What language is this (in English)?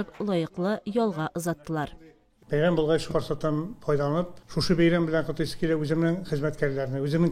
Tatar